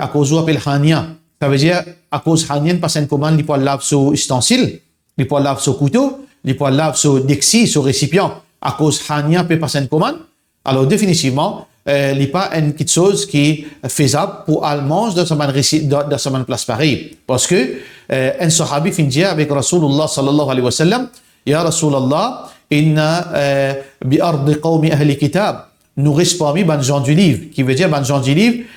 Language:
Morisyen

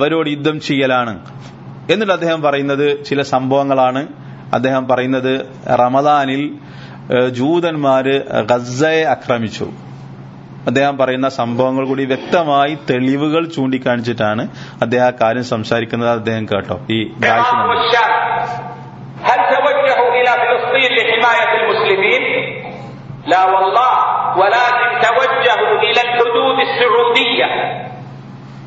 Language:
Malayalam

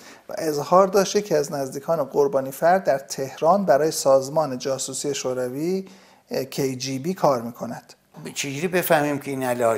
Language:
Persian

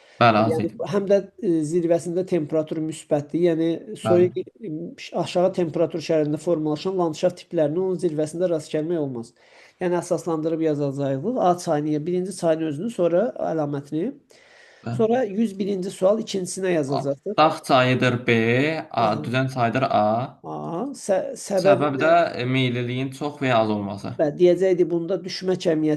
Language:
Azerbaijani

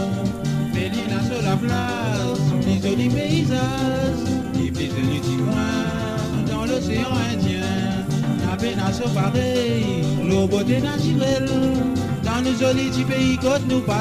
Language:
Morisyen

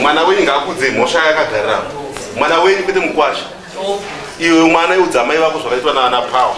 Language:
Shona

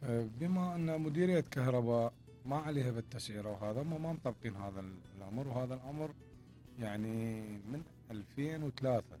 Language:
Mesopotamian Arabic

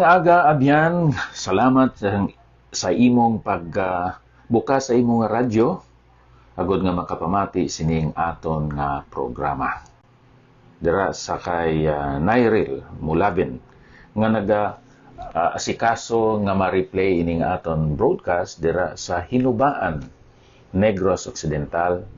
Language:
Hiligaynon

